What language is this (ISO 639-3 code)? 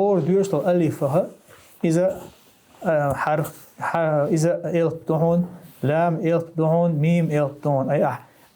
che